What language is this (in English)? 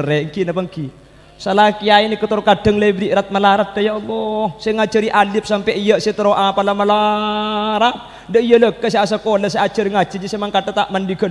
Madurese